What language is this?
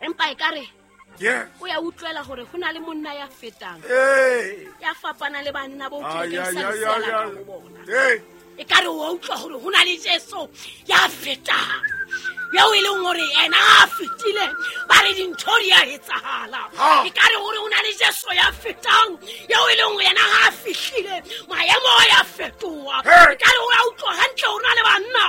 Southern Sotho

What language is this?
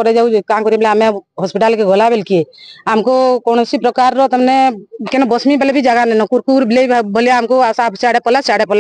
Odia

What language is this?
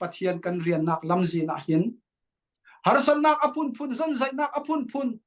Falam Chin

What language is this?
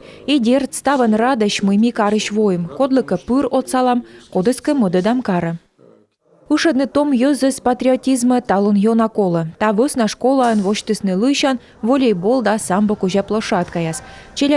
Komi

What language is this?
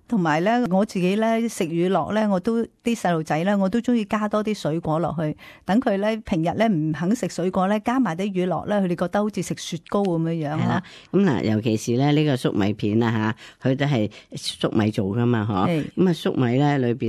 Cantonese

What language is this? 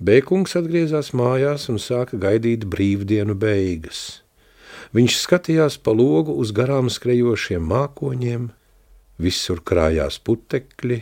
Latvian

